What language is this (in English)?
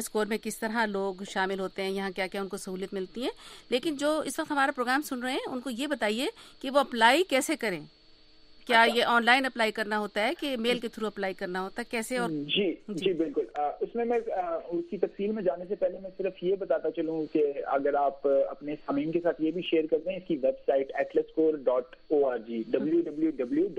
Urdu